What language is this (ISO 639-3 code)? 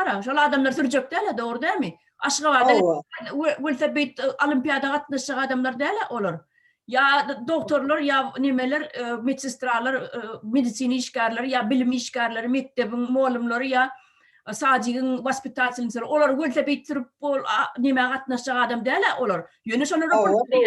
tuk